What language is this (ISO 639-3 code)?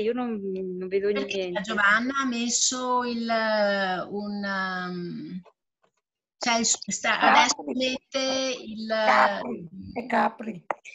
ita